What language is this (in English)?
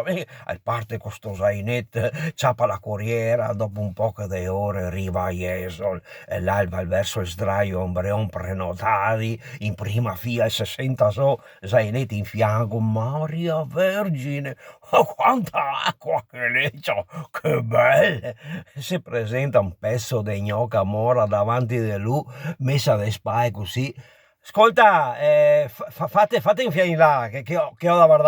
Venetian